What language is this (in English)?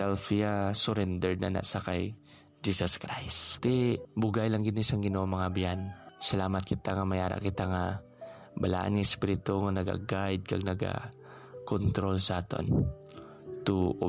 Hiligaynon